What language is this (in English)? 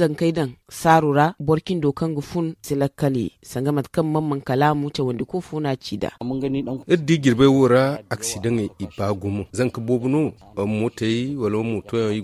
Zarma